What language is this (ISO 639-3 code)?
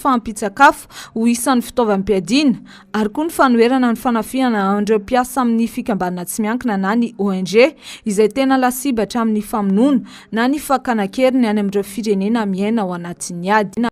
mlg